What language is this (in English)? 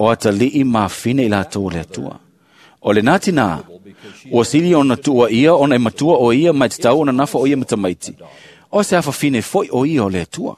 Samoan